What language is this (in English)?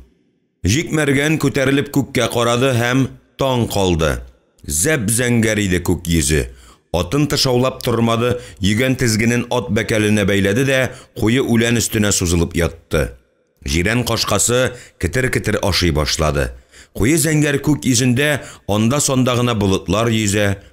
Tatar